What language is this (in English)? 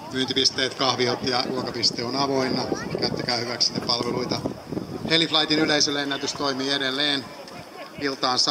Finnish